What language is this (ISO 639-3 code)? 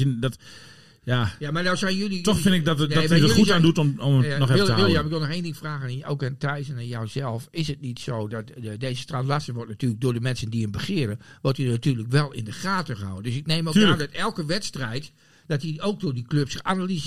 nld